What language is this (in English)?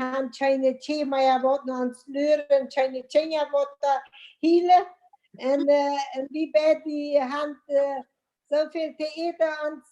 Plautdietsch